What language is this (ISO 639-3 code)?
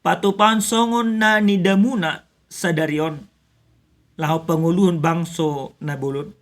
bbc